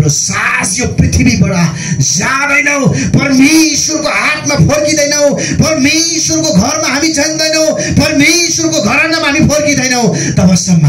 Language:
Nepali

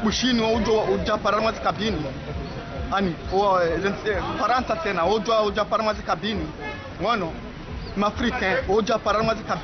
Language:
Ngazidja Comorian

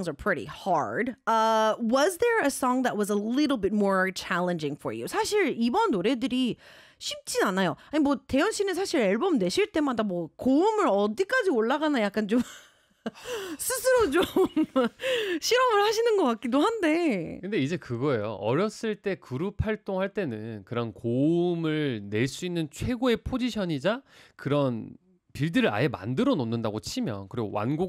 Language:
Korean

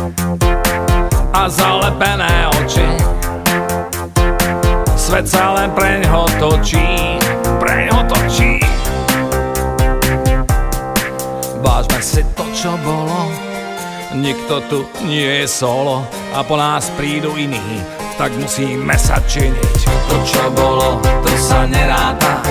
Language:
Slovak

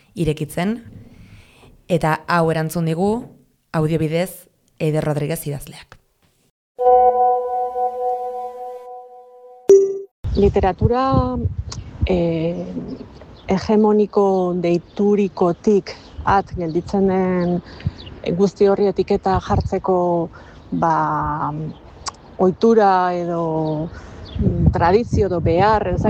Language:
Basque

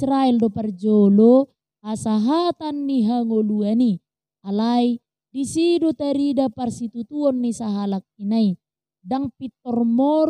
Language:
Batak Toba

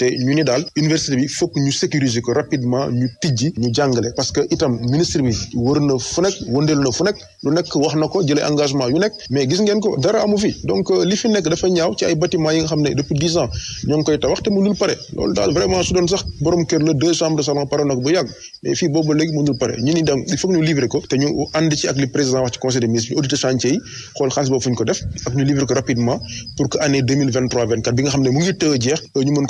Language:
Wolof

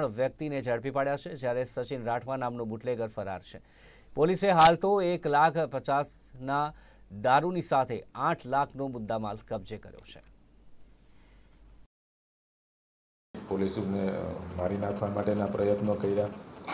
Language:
Gujarati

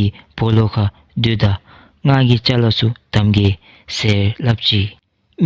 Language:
Dzongkha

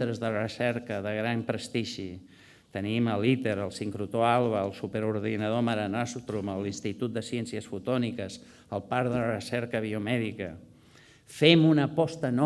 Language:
Catalan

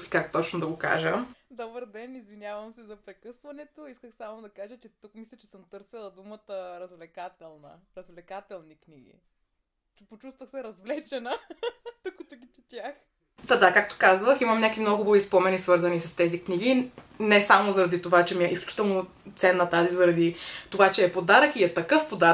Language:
Bulgarian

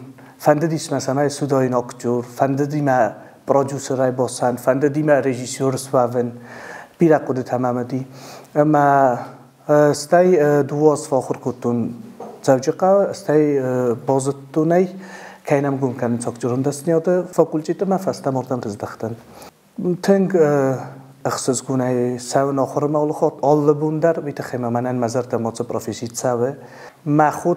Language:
Ossetic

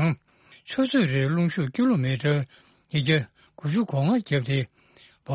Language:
Tibetan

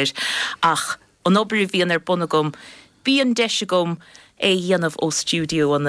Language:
Irish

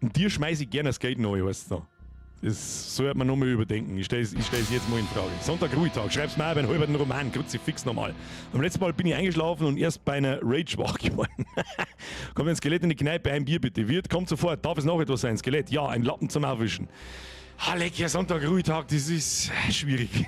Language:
Bavarian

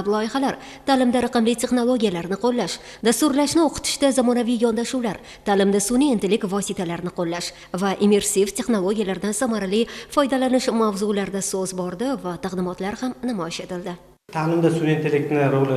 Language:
Uzbek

